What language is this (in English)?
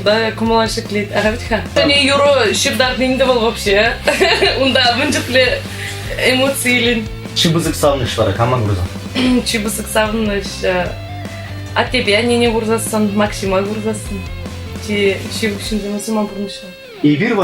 Chuvash